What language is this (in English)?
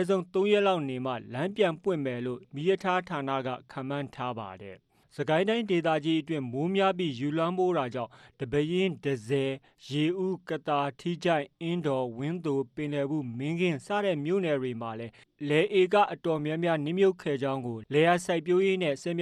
Burmese